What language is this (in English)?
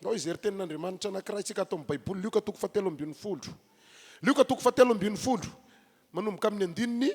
Malagasy